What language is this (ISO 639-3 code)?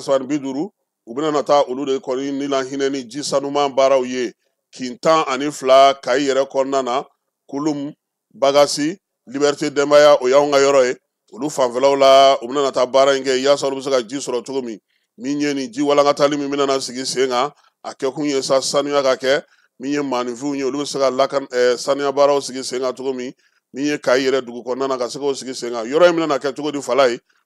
bam